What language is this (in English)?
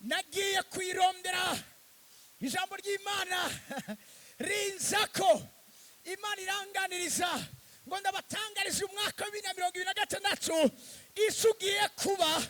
Rundi